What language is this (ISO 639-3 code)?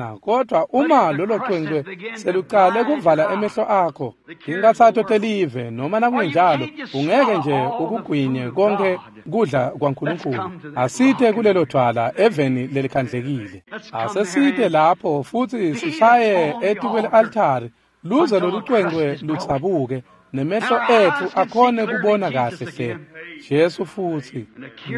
ssw